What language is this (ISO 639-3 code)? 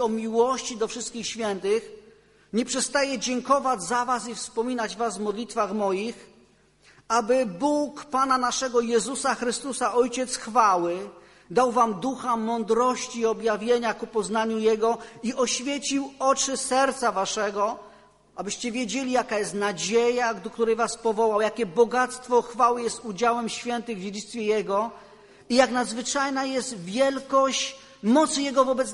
pol